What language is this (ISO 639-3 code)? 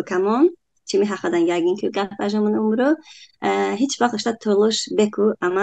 tly